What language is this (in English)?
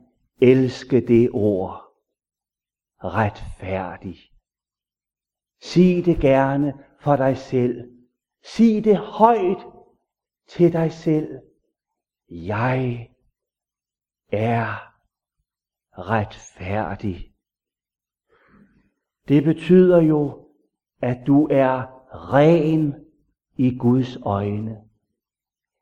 Danish